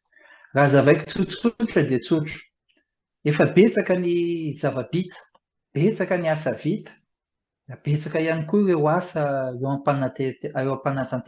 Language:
Malagasy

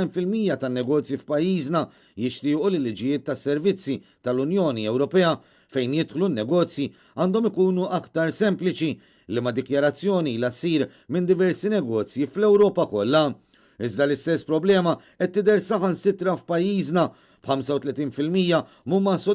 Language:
Maltese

